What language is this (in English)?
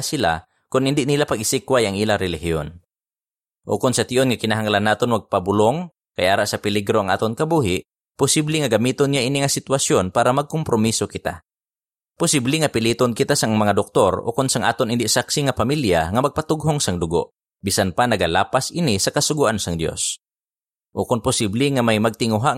Hiligaynon